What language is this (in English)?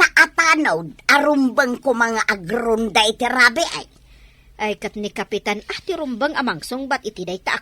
Iloko